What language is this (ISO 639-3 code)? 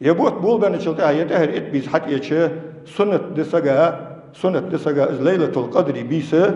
inh